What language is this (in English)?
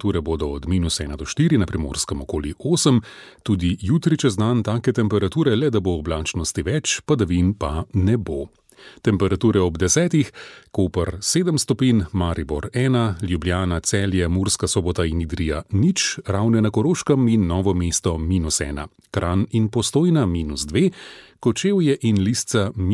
Slovenian